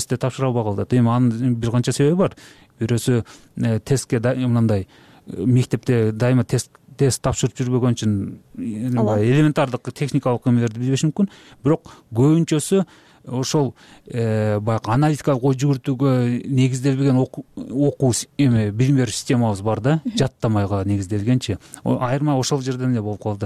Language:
Kyrgyz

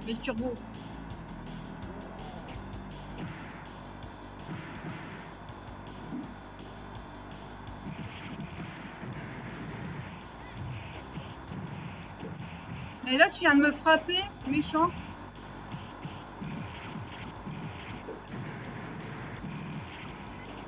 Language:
French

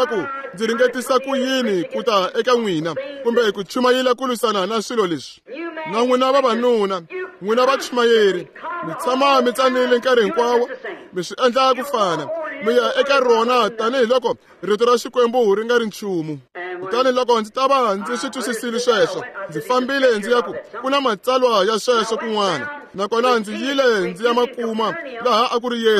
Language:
Tsonga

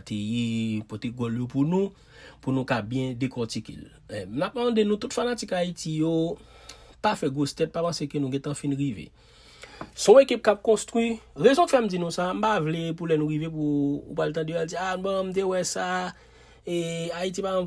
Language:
Haitian Creole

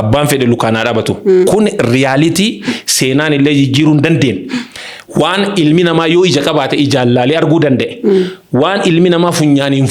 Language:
Oromo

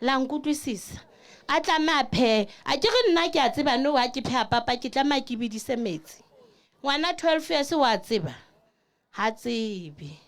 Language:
Southern Sotho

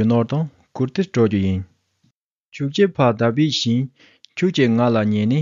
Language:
Tibetan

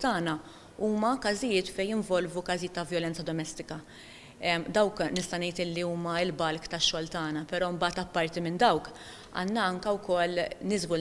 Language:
Maltese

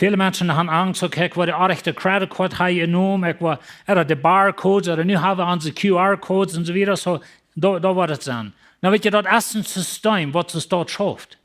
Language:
Plautdietsch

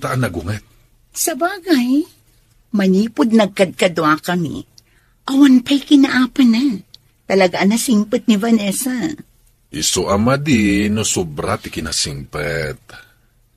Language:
Iloko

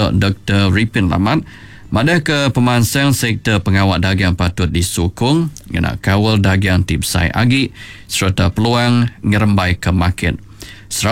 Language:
Iban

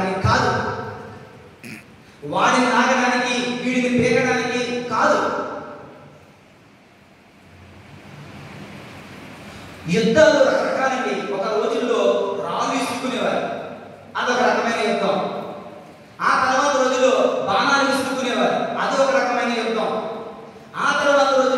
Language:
Telugu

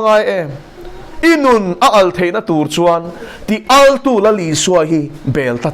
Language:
Mizo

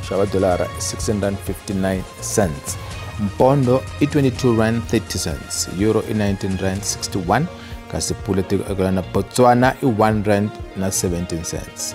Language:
Tsonga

